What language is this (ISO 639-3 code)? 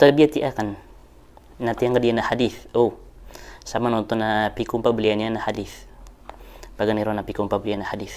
mrw